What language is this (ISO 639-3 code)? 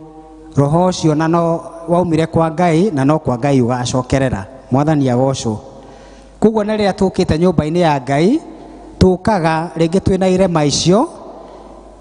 kik